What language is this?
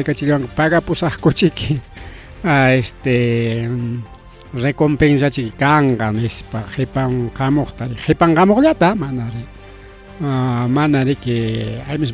Ayacucho Quechua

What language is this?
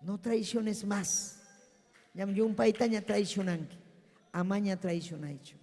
Ayacucho Quechua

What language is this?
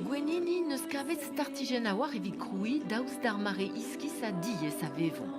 Breton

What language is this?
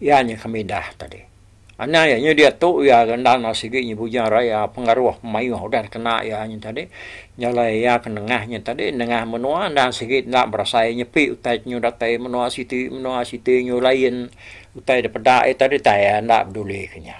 Iban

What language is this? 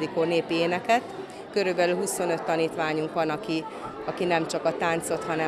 Hungarian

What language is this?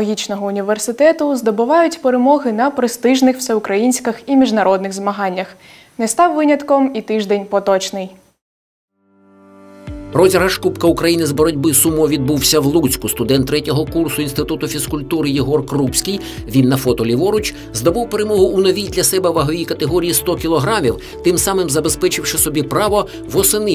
Ukrainian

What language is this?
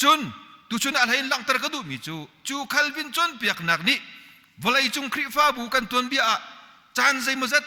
Hakha Chin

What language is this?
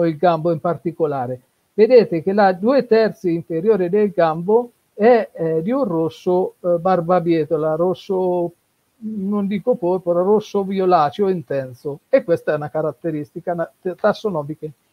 Italian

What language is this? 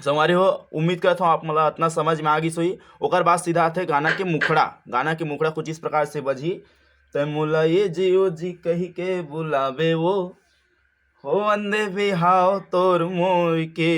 Chhattisgarhi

